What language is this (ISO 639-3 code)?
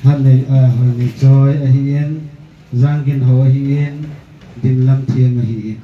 tcz